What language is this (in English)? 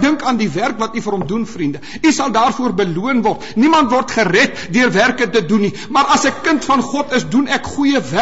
Afrikaans